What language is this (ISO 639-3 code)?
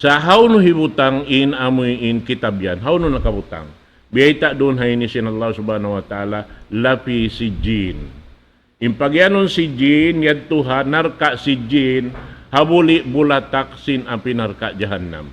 tsg